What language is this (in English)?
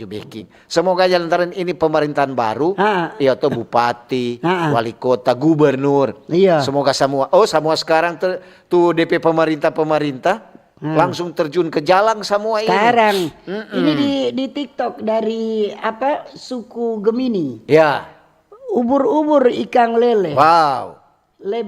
Manado Malay